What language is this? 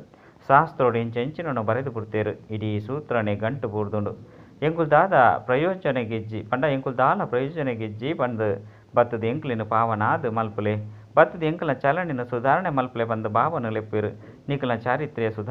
Tulu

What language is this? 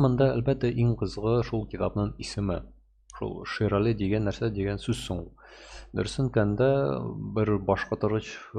Tatar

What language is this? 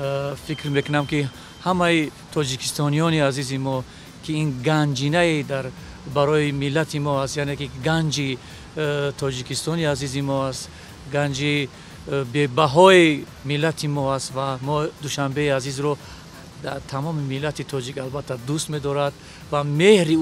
Tajik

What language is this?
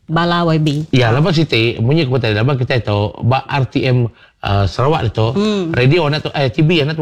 Iban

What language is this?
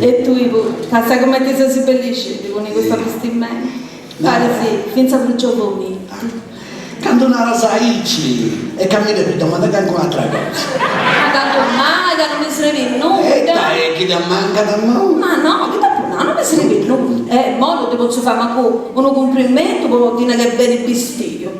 Sardinian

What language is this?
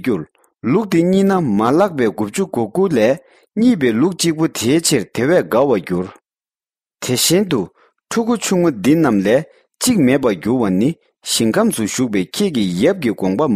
Tibetan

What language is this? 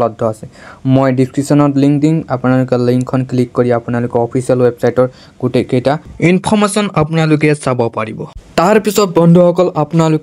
Assamese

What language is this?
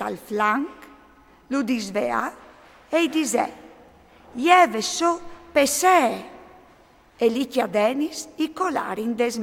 Friulian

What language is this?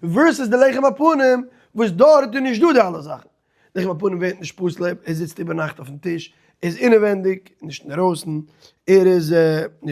Yiddish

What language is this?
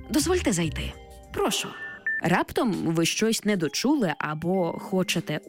Ukrainian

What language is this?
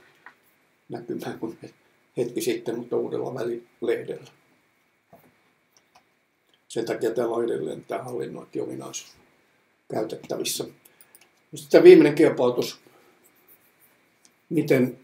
Finnish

